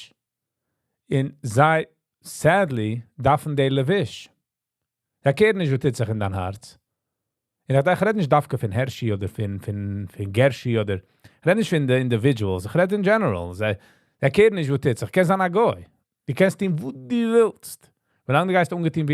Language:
Yiddish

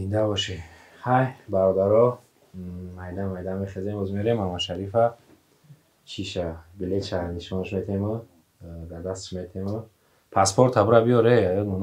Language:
Persian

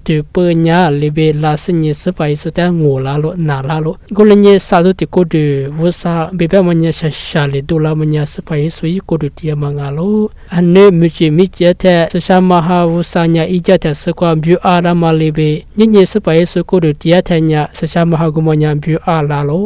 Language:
Lisu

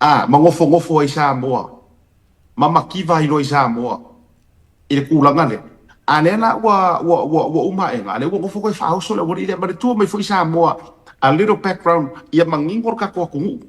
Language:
Samoan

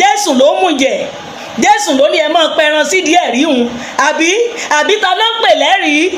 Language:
Yoruba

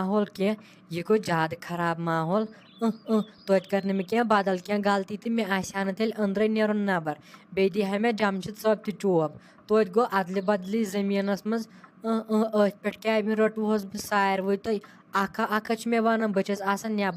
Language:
Kashmiri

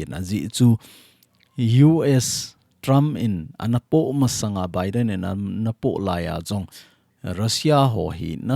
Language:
Thado Chin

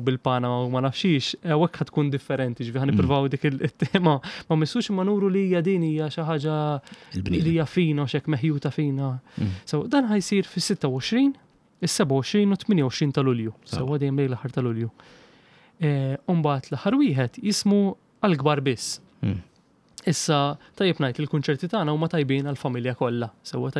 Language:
Maltese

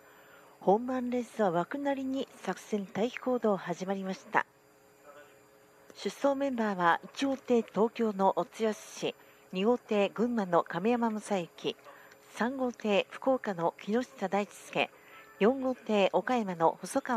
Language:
Japanese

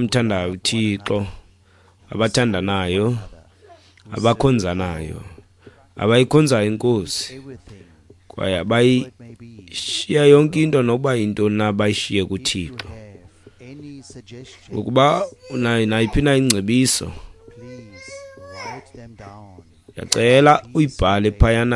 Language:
Xhosa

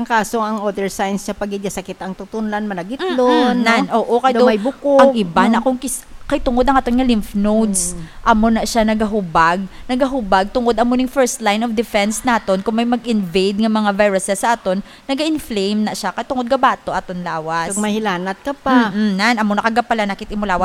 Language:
Hiligaynon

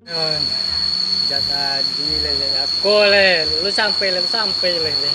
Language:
Minangkabau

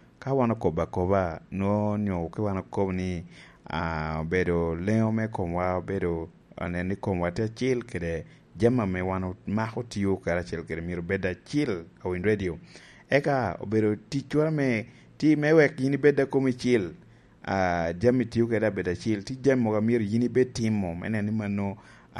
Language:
Lango (Uganda)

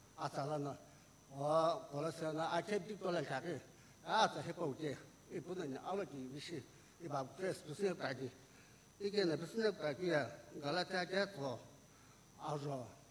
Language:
Sumi Naga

